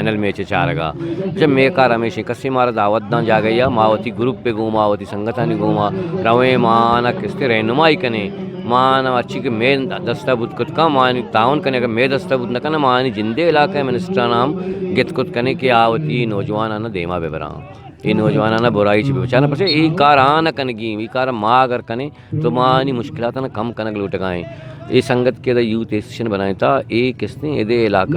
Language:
Eastern Balochi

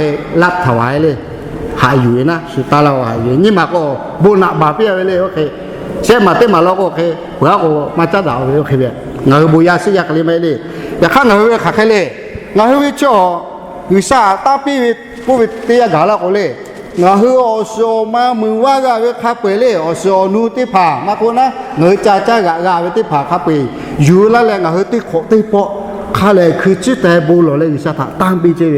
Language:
Lahu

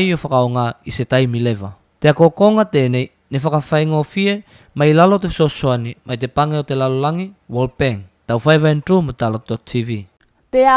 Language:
Tuvalu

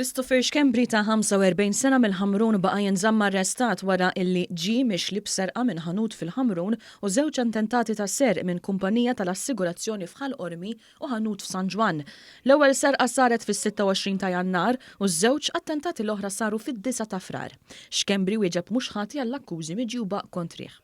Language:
Maltese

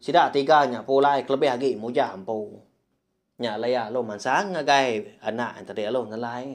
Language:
Iban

